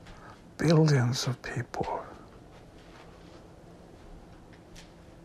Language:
English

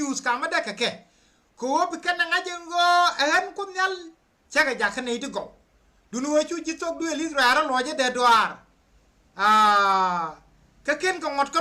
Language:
Nuer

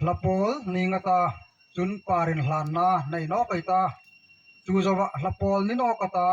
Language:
Hmar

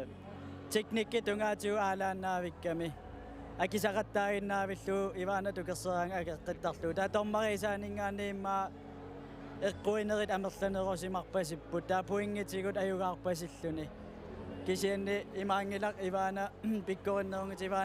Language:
Kalaallisut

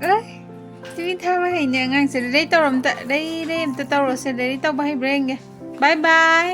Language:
Manipuri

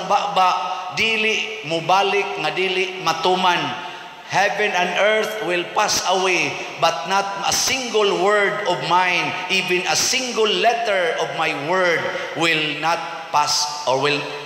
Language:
Cebuano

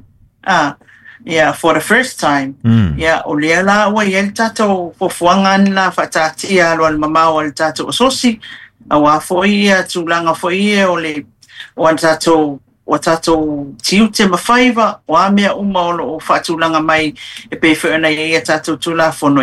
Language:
Samoan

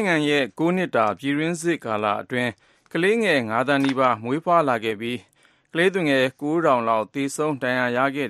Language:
Burmese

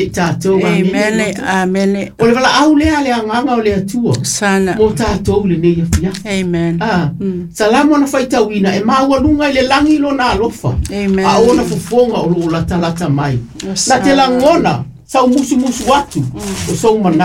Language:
Samoan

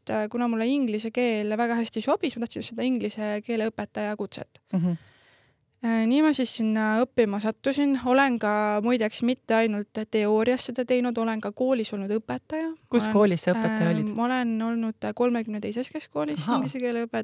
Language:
Estonian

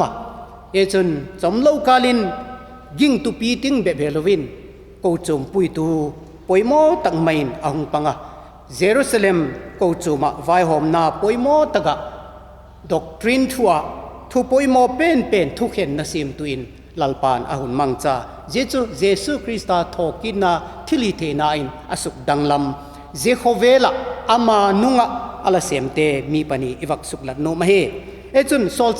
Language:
Vaiphei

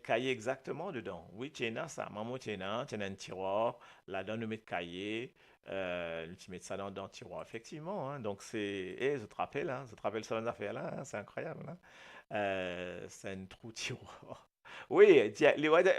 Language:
Morisyen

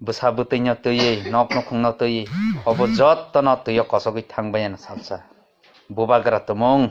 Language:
Kok Borok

